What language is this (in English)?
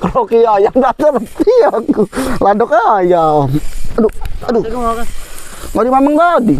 Musi